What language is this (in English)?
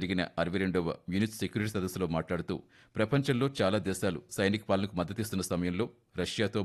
Telugu